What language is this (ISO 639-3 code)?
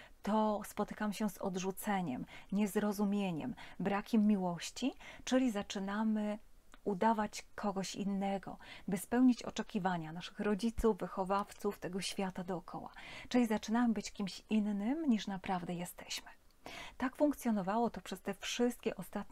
pol